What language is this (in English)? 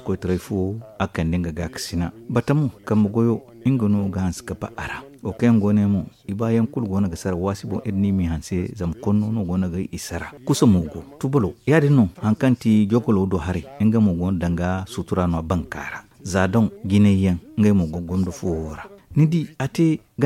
Zarma